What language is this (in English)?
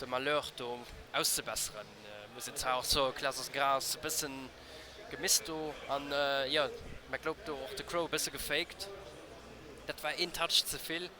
Luxembourgish